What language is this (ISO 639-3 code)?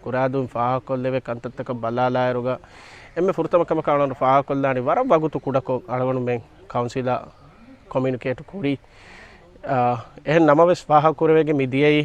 div